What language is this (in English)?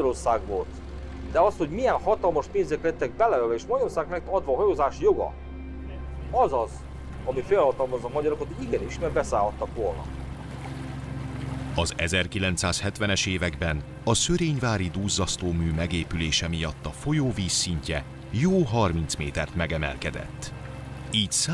Hungarian